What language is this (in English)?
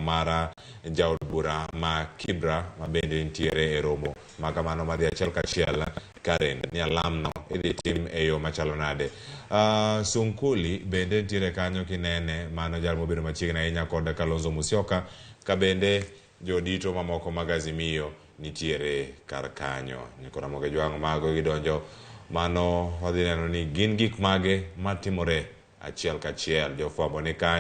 Luo (Kenya and Tanzania)